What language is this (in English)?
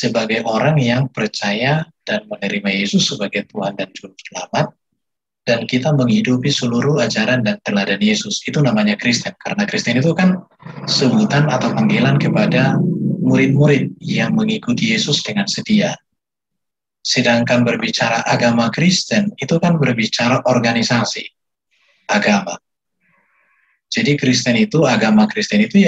Indonesian